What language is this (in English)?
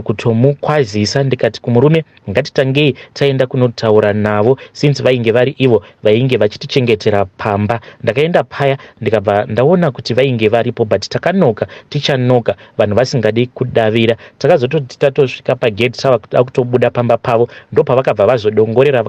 Shona